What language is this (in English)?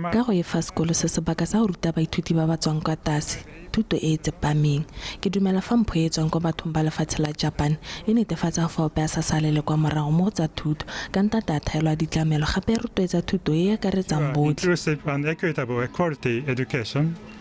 Tswana